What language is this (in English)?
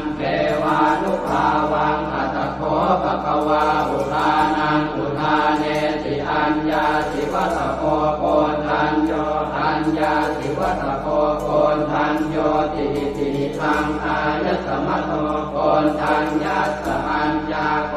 Pali